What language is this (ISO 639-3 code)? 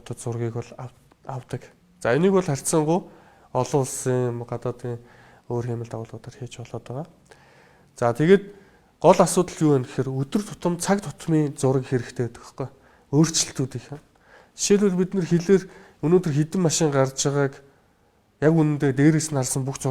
mon